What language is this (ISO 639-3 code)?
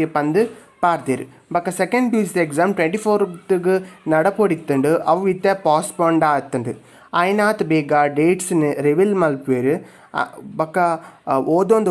tcy